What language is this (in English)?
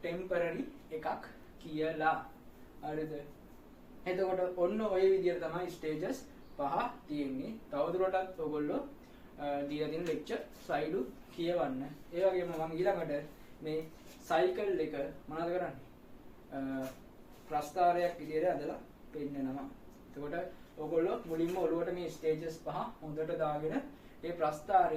Sinhala